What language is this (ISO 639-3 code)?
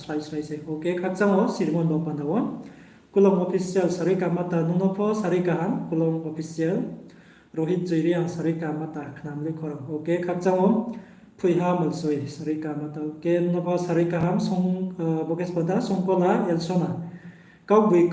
ria